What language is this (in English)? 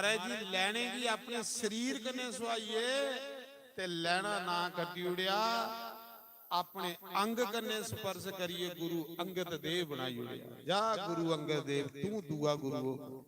Dogri